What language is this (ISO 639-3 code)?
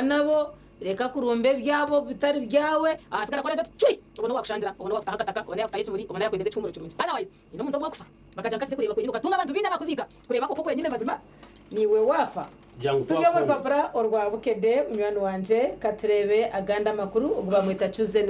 nyn